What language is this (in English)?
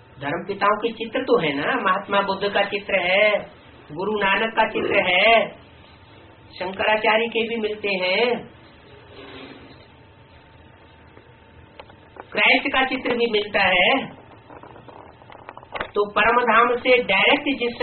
Hindi